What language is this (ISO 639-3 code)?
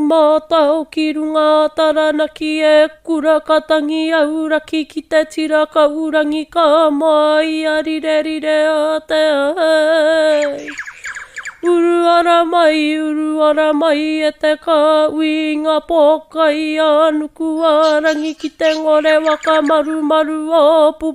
mri